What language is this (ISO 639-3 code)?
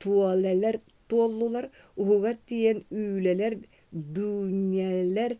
sah